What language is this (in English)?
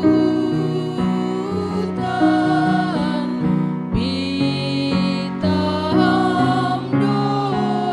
Batak Simalungun